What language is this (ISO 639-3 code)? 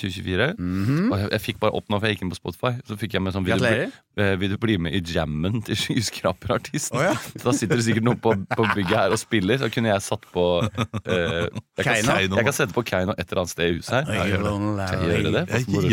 nor